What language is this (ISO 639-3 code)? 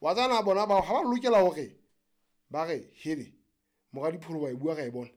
sot